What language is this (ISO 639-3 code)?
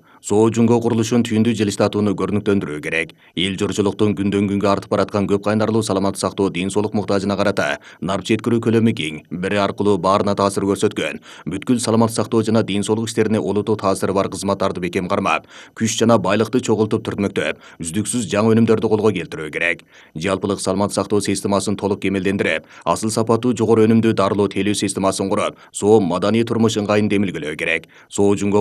kir